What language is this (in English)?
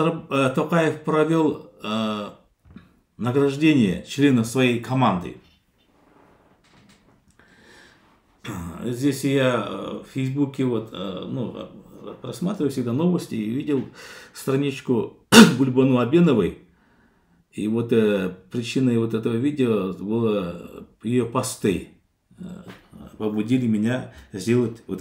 Russian